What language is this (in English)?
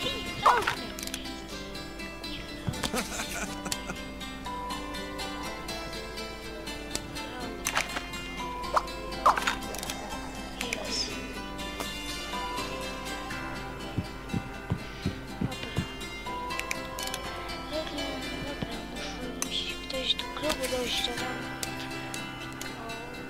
Polish